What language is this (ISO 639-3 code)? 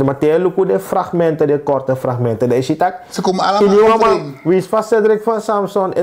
srn